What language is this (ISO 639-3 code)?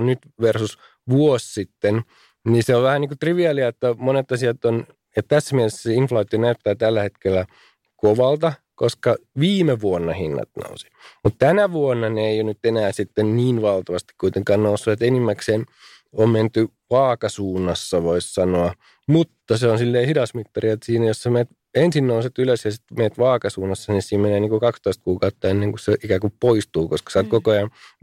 fin